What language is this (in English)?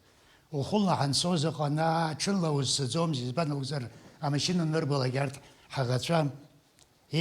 Abkhazian